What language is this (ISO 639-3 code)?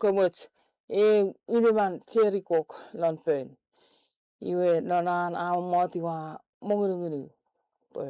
chk